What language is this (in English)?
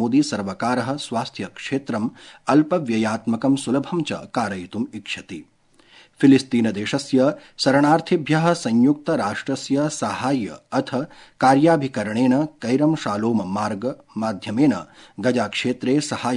Sanskrit